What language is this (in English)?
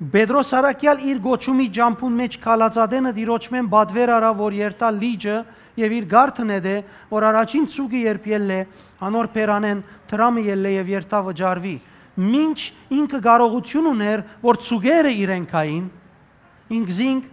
Western Armenian